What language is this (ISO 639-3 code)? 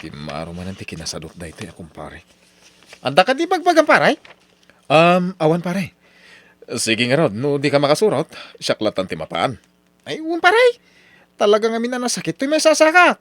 ilo